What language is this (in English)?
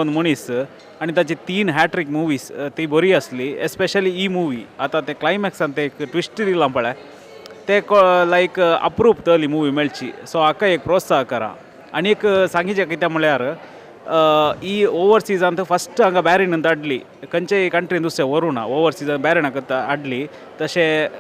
Konkani